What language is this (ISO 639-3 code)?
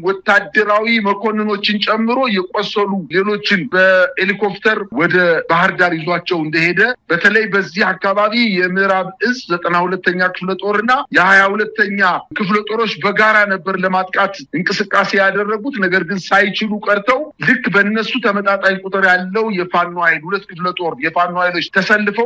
amh